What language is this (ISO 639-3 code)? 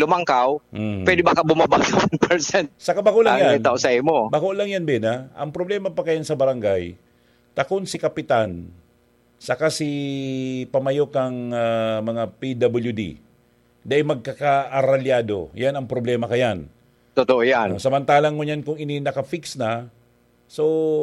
bik